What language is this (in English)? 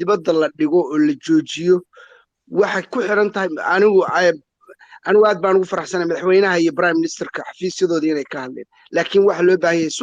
Somali